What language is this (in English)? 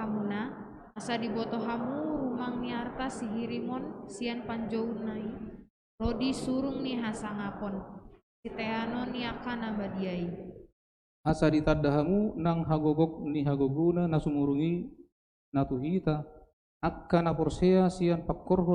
Batak Toba